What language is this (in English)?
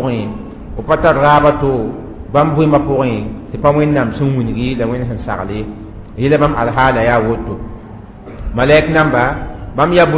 Mossi